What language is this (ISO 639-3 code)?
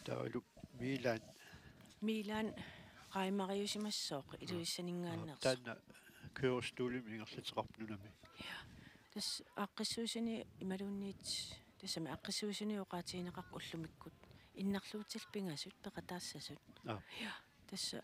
kal